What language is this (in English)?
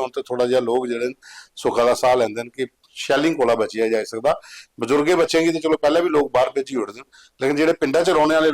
Dogri